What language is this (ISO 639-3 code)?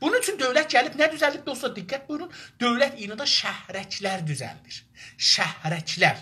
azb